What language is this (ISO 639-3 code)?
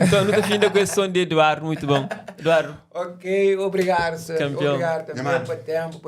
kea